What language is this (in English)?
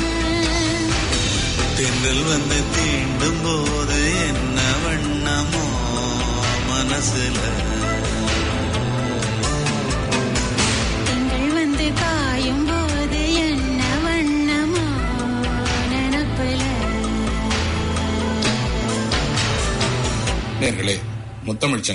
Tamil